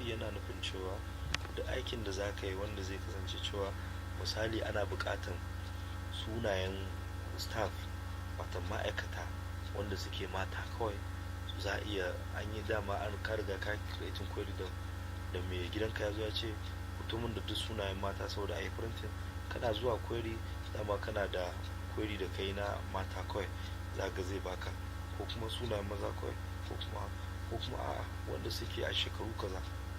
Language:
Hausa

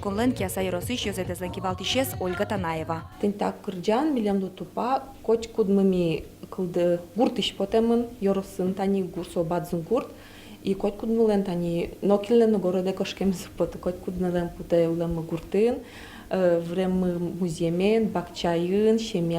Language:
Udmurt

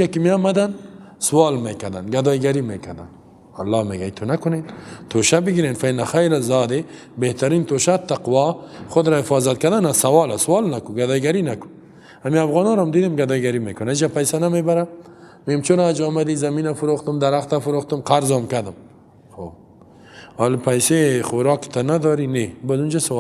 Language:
Persian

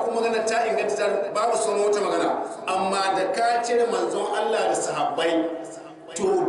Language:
Hausa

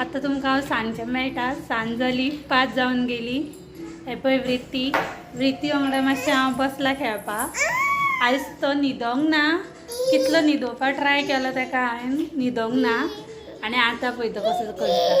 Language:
Konkani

